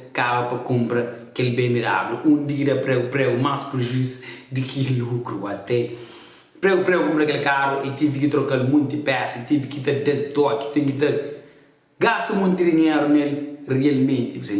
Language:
Kabuverdianu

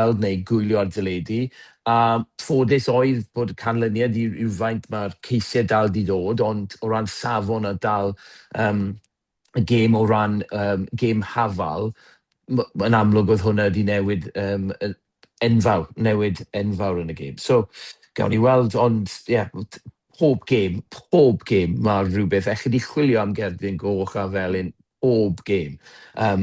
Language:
Welsh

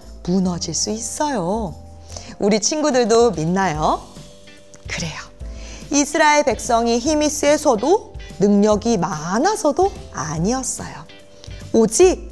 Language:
Korean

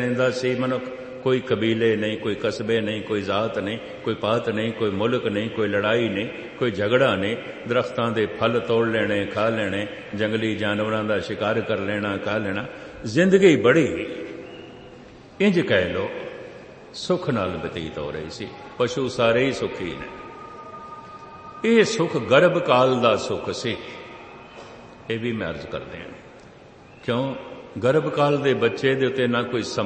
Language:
Punjabi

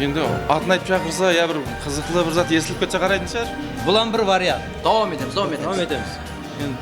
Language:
Kara-Kalpak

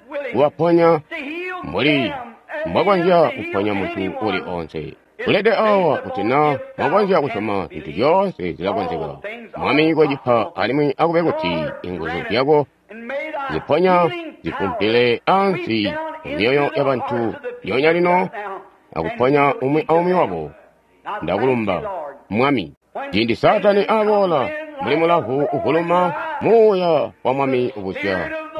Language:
Tonga (Zambia)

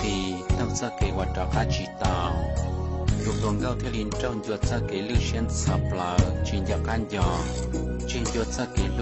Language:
Hmong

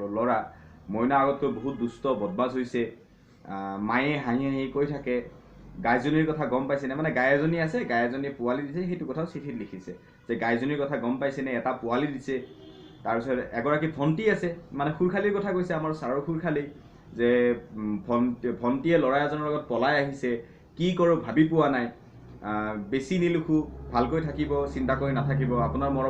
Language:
Assamese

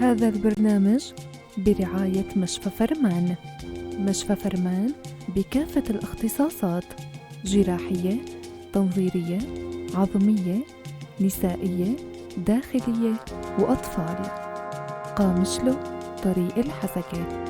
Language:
North Levantine Arabic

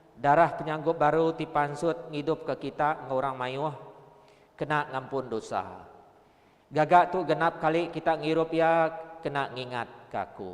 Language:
Iban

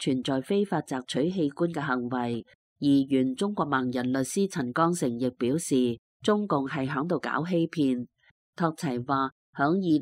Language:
Cantonese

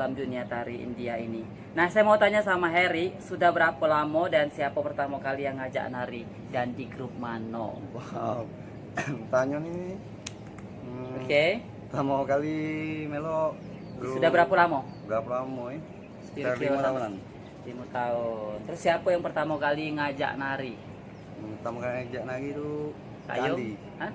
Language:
Musi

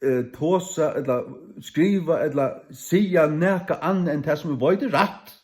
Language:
Faroese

